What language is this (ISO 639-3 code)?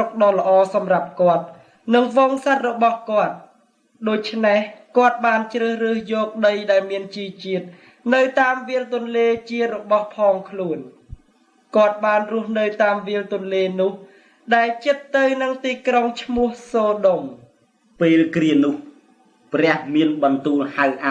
khm